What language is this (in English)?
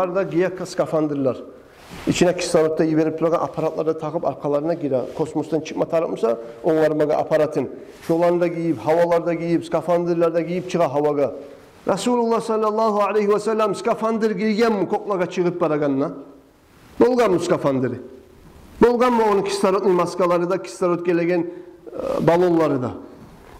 Kumyk